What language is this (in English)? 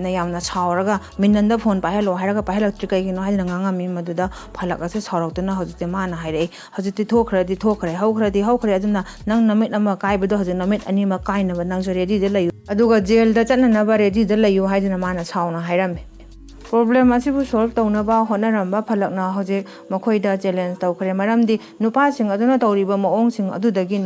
Manipuri